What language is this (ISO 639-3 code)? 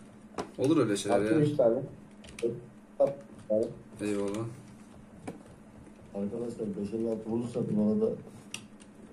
tur